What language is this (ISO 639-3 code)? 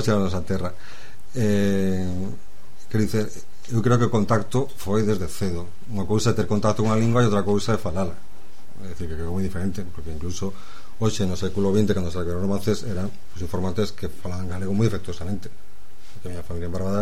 glg